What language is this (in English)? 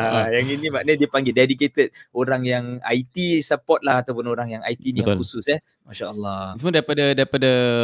Malay